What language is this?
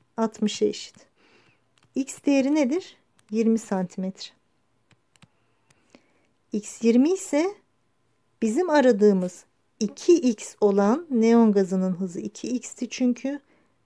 Turkish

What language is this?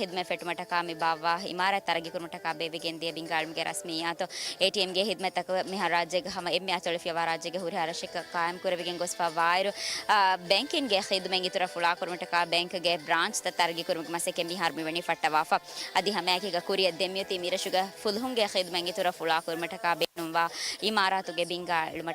Divehi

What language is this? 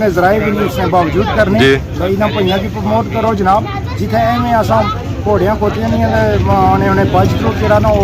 Pahari-Potwari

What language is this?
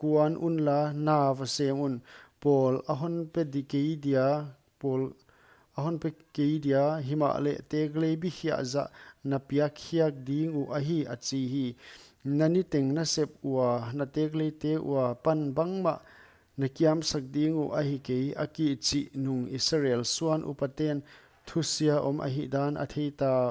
Paite Chin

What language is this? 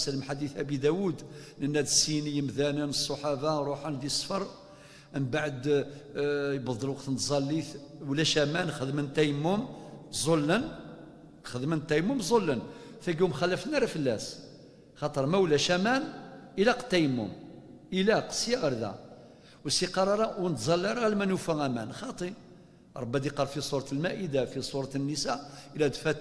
Kabyle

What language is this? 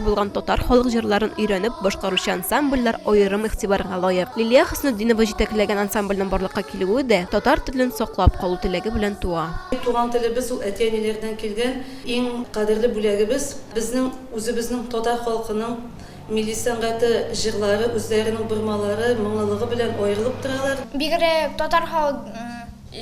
Tatar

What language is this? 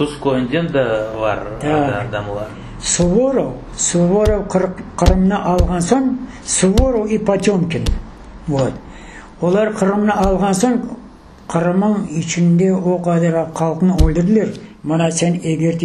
Crimean Tatar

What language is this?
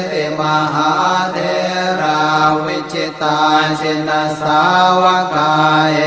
Pali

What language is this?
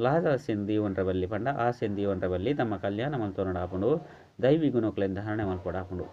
Tulu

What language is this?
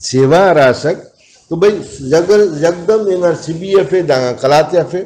Brahui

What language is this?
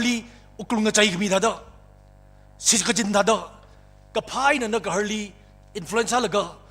Tangkhul Naga (India)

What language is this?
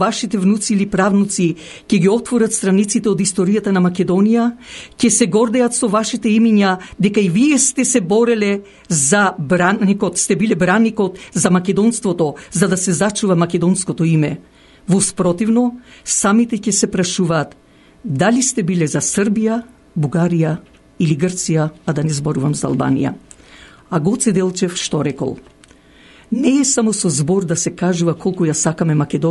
Macedonian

